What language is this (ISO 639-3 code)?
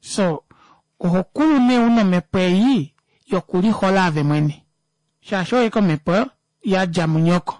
kua